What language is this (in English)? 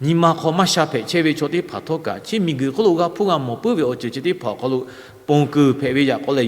Lahu